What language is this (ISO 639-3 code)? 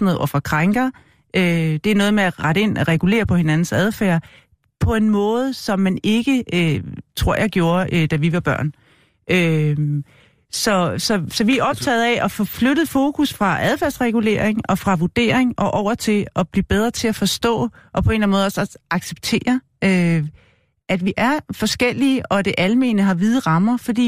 dan